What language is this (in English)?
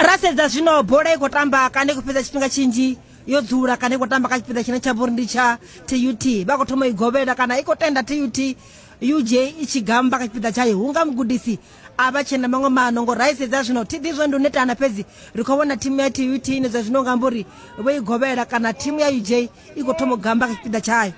Venda